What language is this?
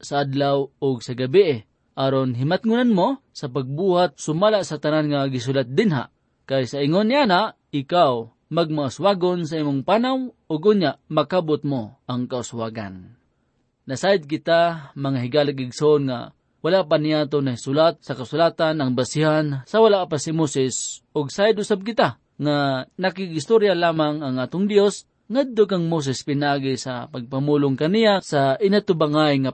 Cebuano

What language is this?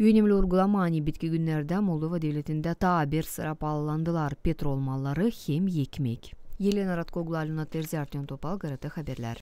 Gagauz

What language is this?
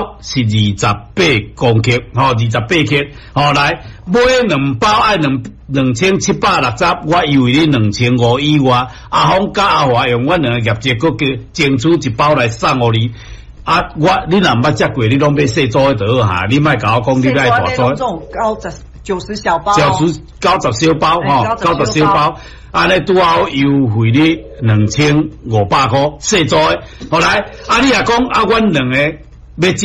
Min Nan Chinese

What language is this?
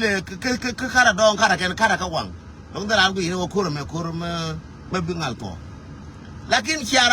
Nuer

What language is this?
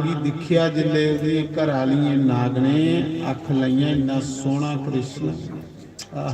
Dogri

